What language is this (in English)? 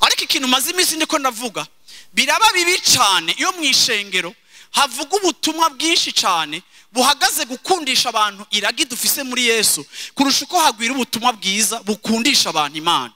Rundi